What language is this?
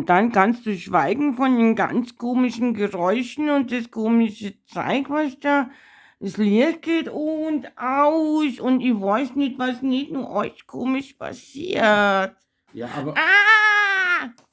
Bavarian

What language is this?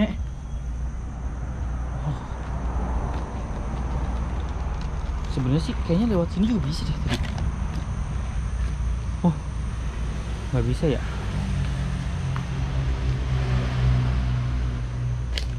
Indonesian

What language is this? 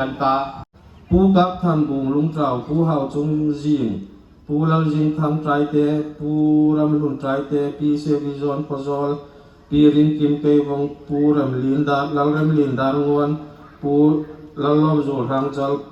Hmar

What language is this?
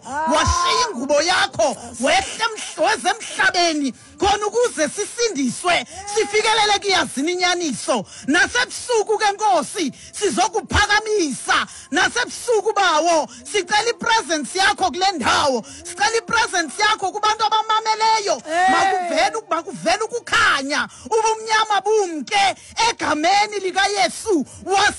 Xhosa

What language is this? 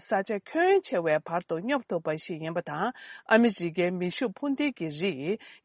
Tibetan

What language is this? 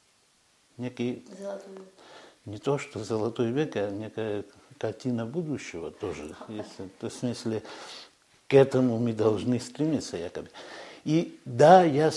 Russian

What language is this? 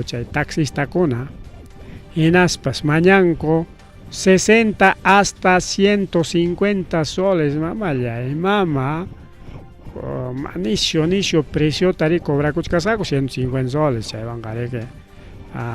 Ayacucho Quechua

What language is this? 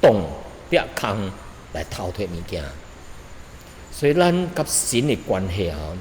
Min Nan Chinese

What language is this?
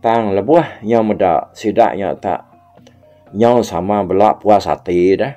Iban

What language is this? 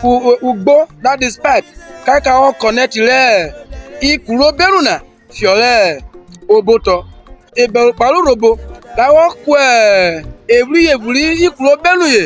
Urhobo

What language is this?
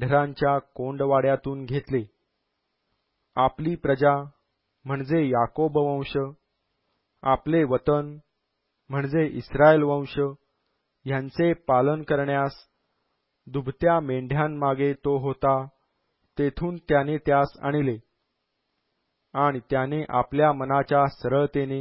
Marathi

